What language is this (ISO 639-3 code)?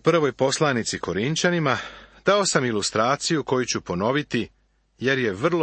srp